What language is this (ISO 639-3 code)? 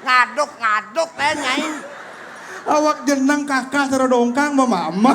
ban